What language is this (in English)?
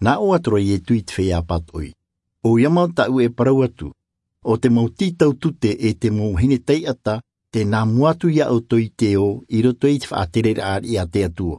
Tahitian